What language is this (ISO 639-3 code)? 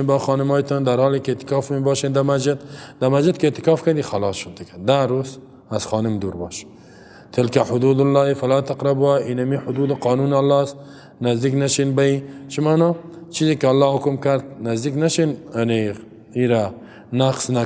fas